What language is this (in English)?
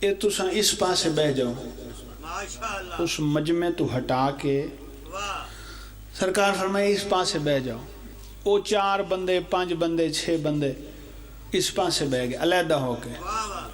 Pahari-Potwari